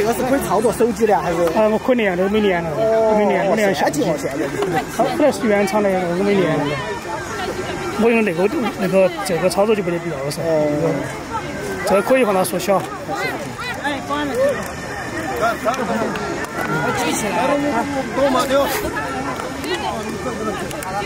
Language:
Chinese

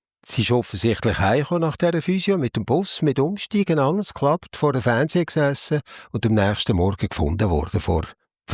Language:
Swiss German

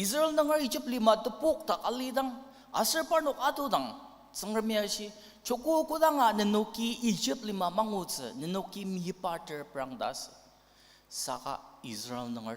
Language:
Ao Naga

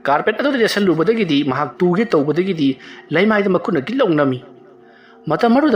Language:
Manipuri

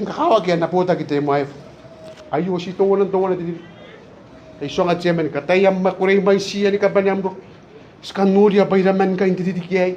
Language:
Gilbertese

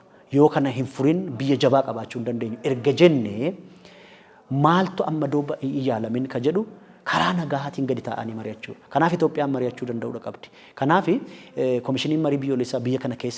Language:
Oromo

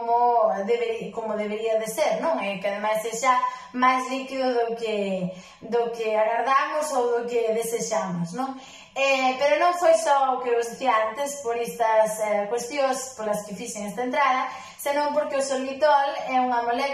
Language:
Galician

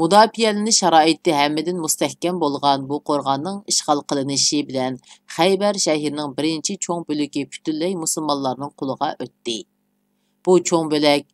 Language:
Uyghur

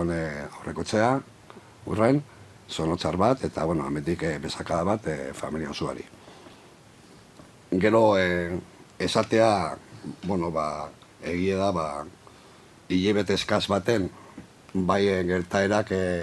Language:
Basque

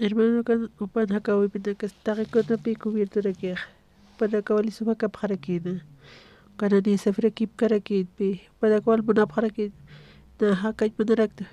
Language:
Aymara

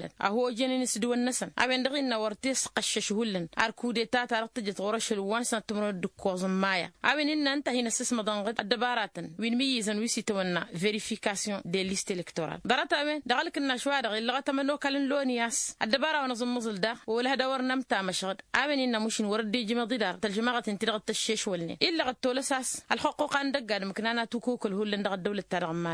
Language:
Tamasheq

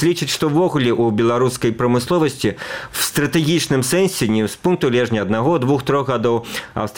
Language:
Belarusian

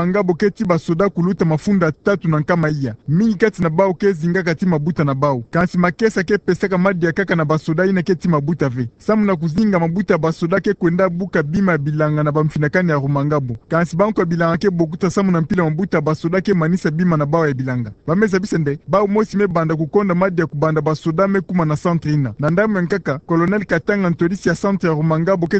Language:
Kituba (Democratic Republic of Congo)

